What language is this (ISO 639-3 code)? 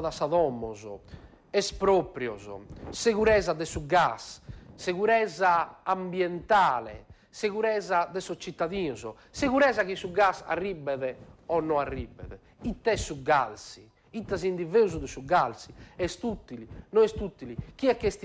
srd